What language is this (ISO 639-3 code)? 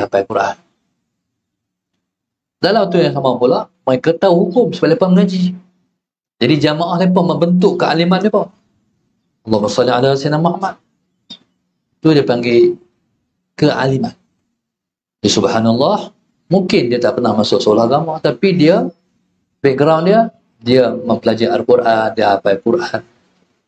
msa